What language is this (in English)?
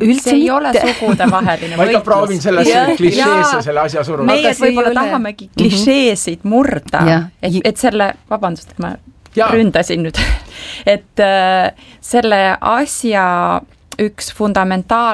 Estonian